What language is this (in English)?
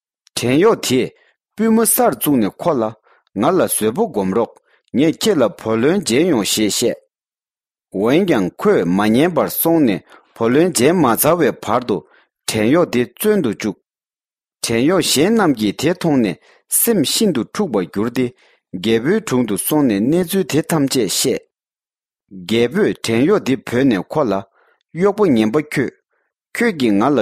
Tibetan